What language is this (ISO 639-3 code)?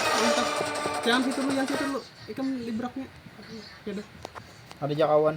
bjn